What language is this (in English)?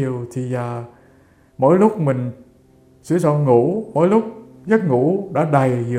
Vietnamese